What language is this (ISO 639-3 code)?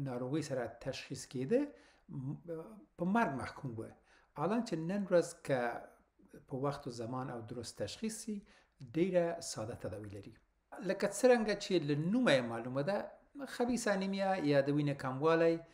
pus